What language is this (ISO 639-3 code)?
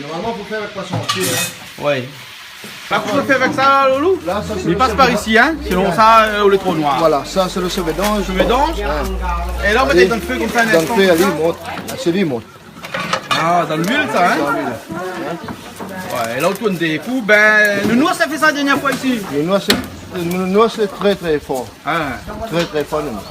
rcf